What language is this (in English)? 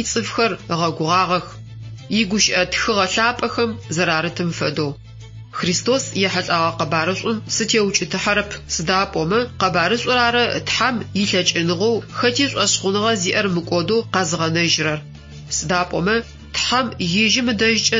Adyghe